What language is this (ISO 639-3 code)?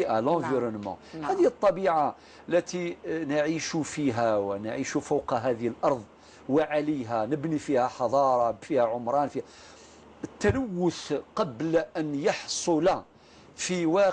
arq